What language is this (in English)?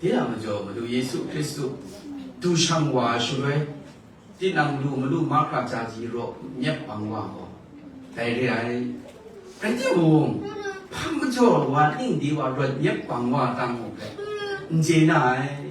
Kachin